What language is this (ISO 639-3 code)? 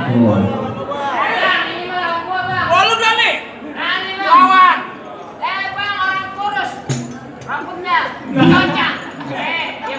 bew